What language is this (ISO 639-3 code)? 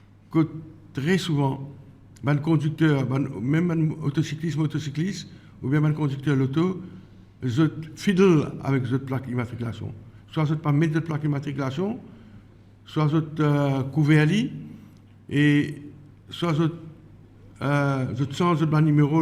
mfe